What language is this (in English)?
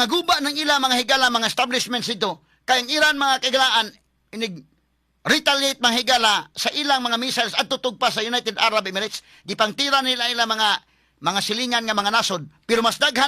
Cebuano